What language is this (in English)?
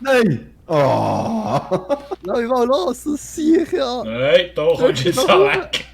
Swiss German